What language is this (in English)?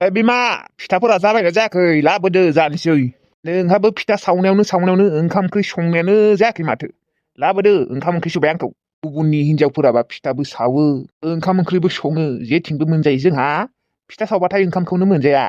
Bodo